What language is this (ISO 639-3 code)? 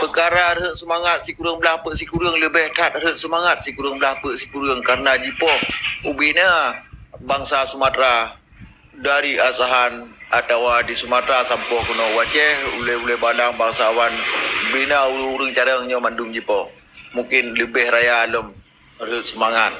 ace